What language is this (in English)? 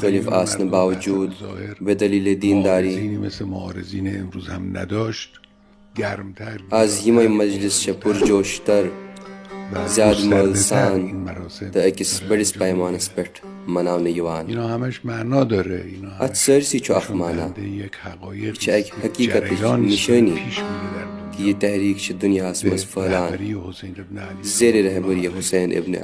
Kashmiri